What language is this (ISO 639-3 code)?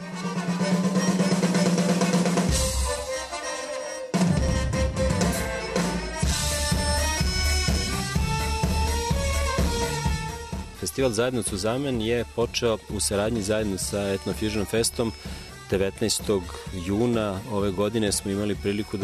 srp